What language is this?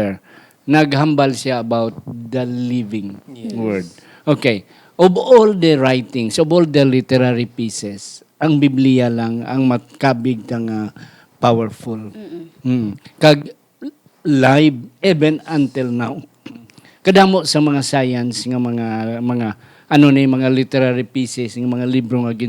Hiligaynon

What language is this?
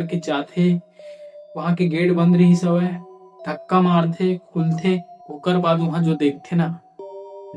Chhattisgarhi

